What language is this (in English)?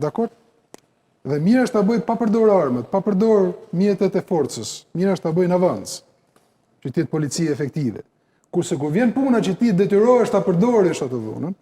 Albanian